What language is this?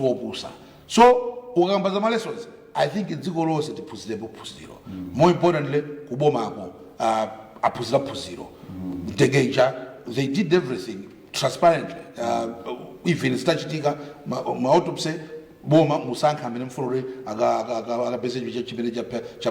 Nyanja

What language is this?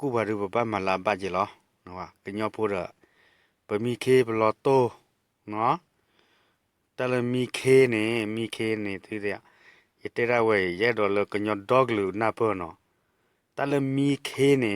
S'gaw Karen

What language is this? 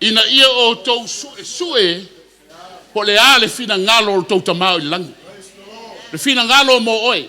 Samoan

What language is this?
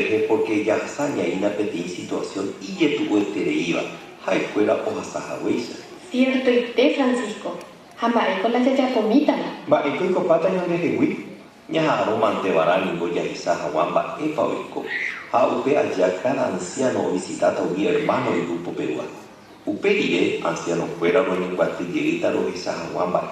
Guarani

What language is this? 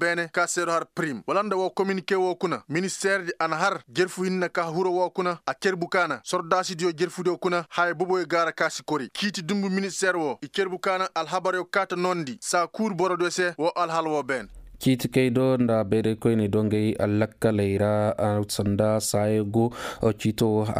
Koyraboro Senni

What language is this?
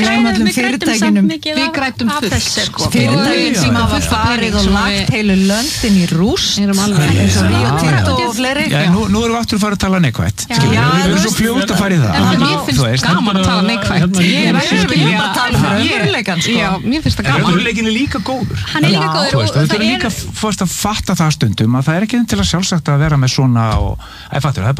Icelandic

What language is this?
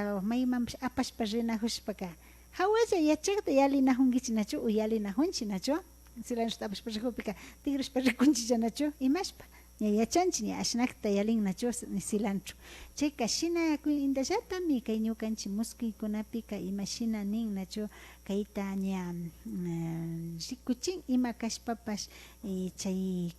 Imbabura Highland Quichua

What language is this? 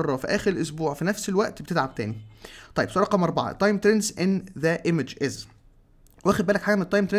Egyptian Arabic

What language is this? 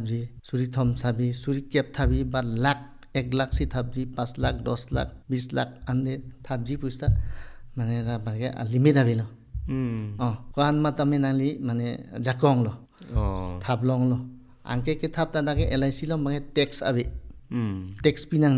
Karbi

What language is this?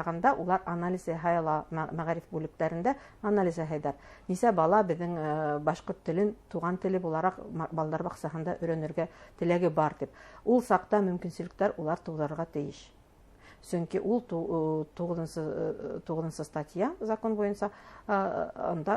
Bashkir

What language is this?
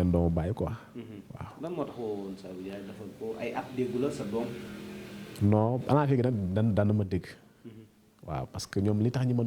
Wolof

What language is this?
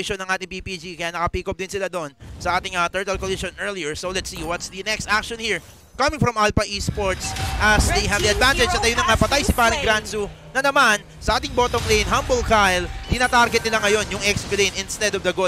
Filipino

